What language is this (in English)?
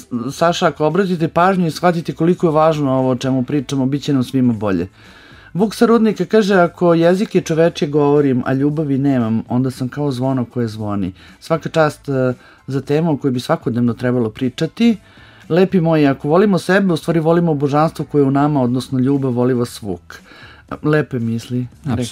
Serbian